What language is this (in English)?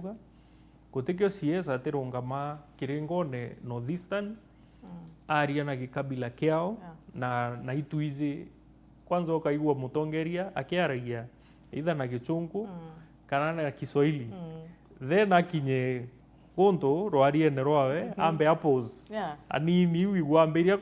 Meru